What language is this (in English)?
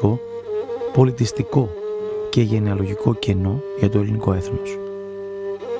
Greek